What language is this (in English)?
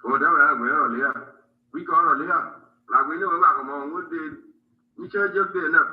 Nuer